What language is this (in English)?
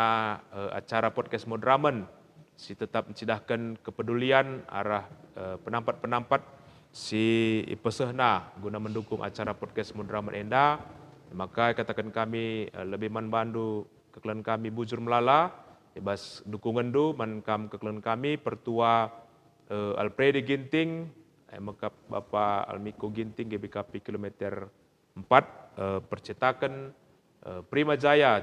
Batak Karo